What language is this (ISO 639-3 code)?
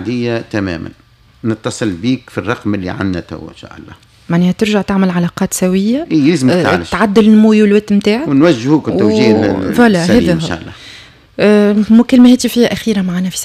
aeb